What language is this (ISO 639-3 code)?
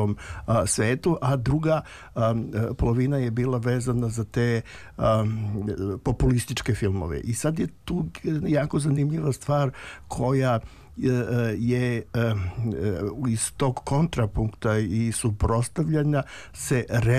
srp